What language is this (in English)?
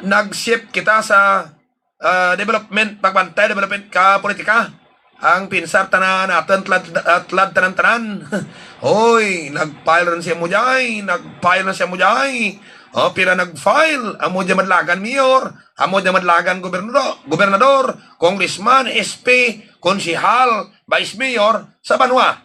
Hiligaynon